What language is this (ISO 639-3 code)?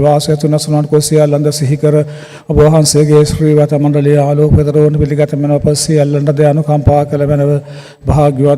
sin